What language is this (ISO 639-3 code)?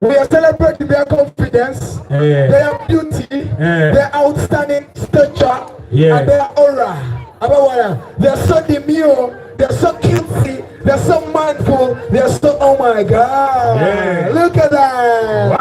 xog